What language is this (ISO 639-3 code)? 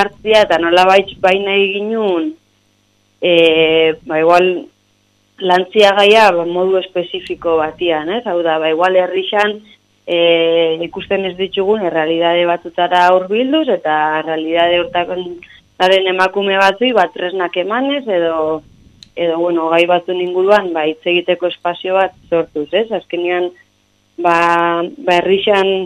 eus